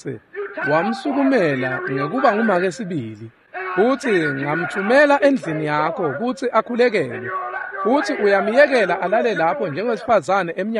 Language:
Swati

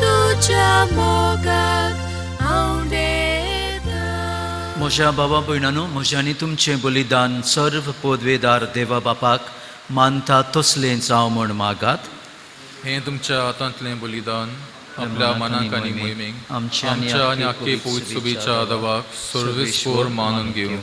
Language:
Konkani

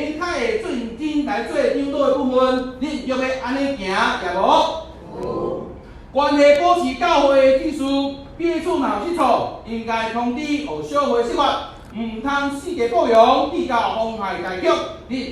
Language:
Min Nan Chinese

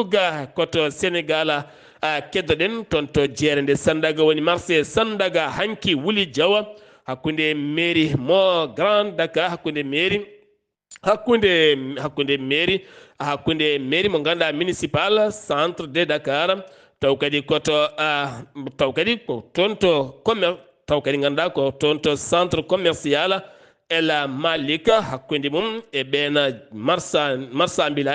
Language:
Fula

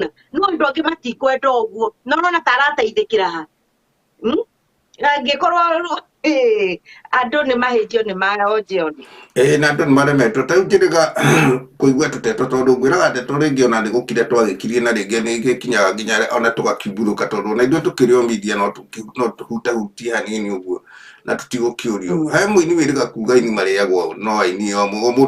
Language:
Kikuyu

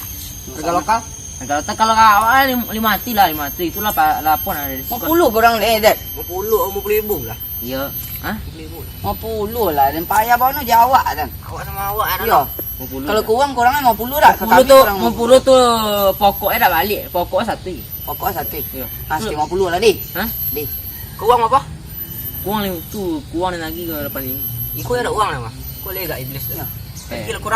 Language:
Minangkabau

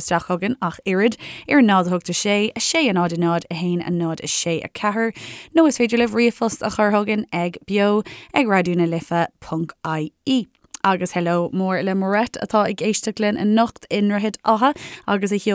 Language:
Irish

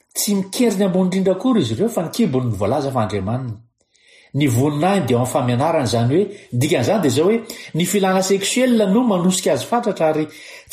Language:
Malagasy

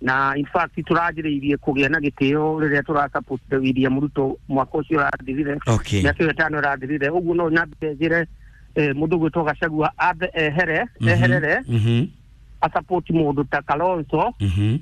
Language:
Kikuyu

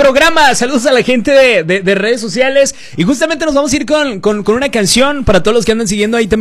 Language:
Spanish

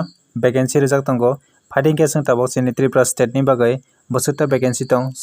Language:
Kok Borok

